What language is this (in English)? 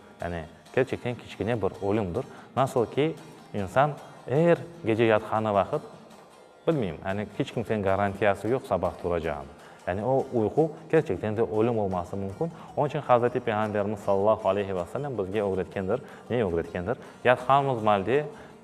Crimean Tatar